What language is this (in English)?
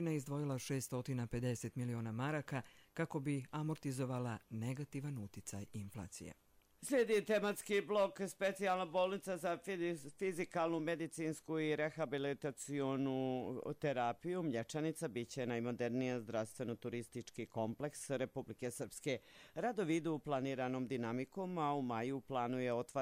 Croatian